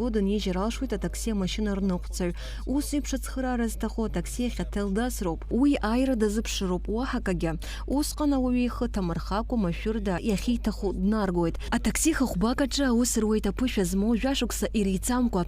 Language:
Abkhazian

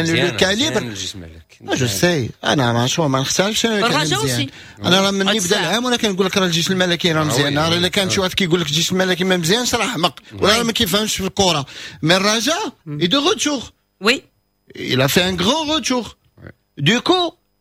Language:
Moroccan Arabic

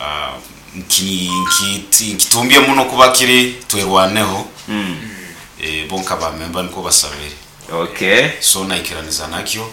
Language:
Nyoro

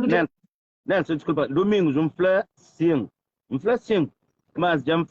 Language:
Kabuverdianu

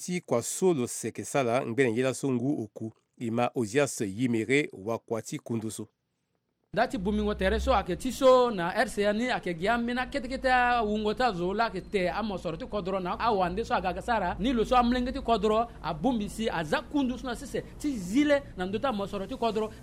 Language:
Sango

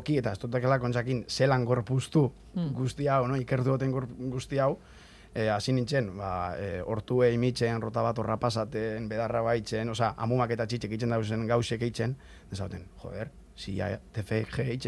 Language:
Basque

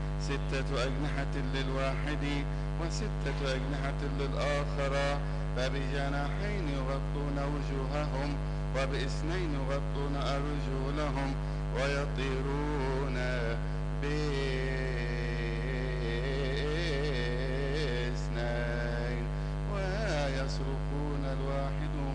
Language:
Arabic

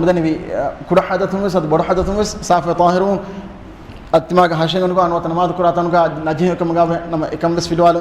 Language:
Divehi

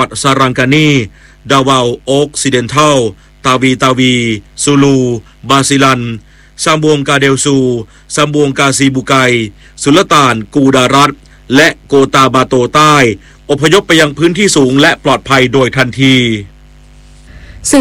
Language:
Thai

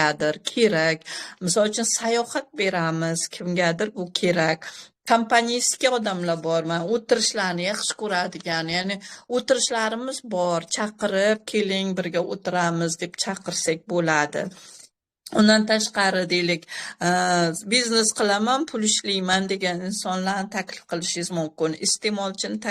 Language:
Uzbek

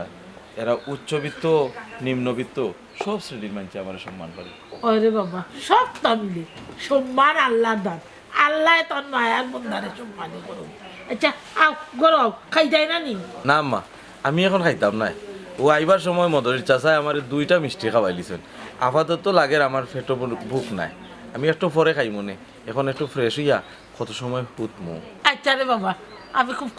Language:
Sylheti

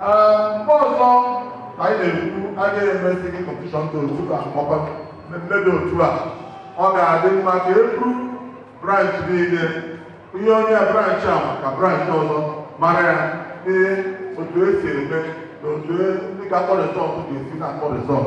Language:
Igbo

